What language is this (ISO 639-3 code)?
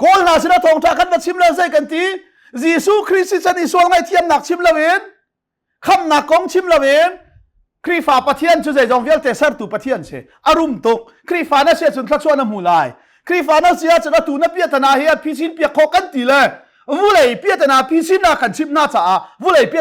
cnh